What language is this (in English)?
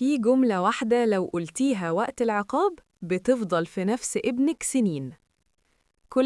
Egyptian Arabic